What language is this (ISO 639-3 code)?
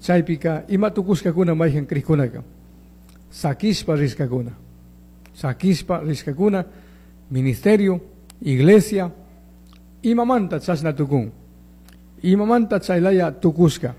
qug